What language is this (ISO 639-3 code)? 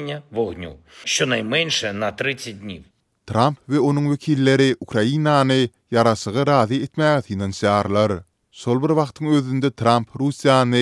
tuk